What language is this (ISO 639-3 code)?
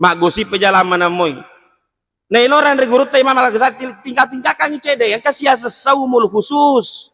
bug